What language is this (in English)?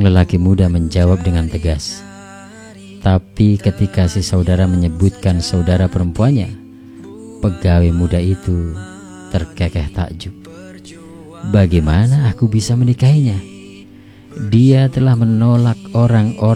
Indonesian